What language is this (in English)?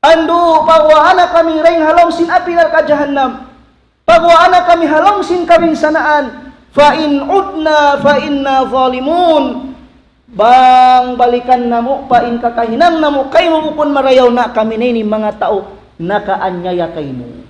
Tausug